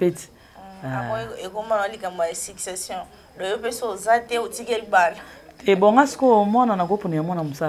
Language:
Lingala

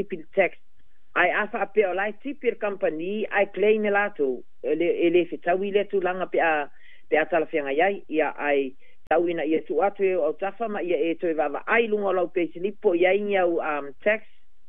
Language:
Samoan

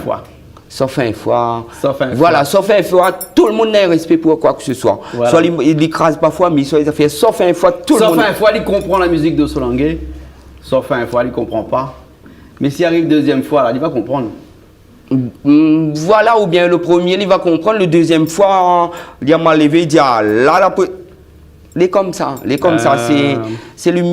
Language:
Réunion Creole French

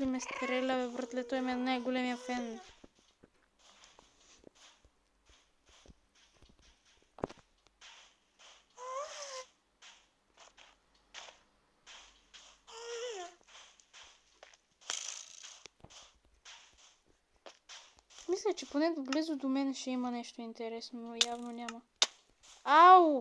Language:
Bulgarian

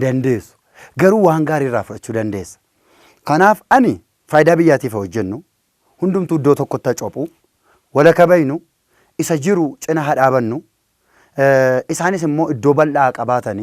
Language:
Oromo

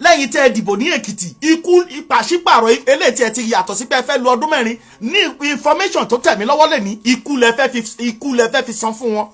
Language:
Yoruba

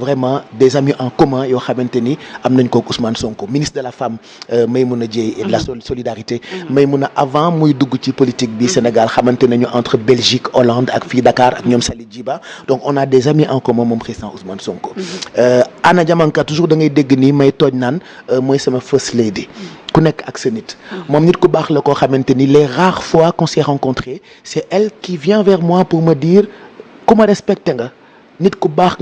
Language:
Wolof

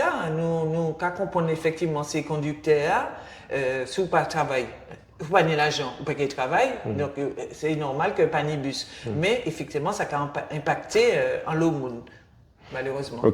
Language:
Guadeloupean Creole French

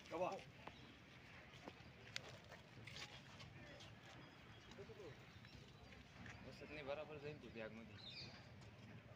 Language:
Marathi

